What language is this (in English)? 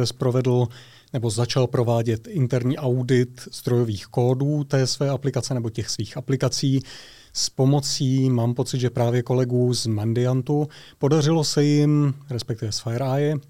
Czech